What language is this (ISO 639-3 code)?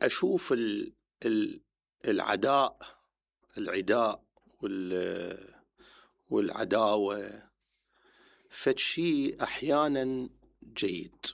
acm